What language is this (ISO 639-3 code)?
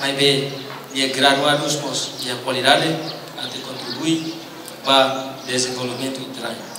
tet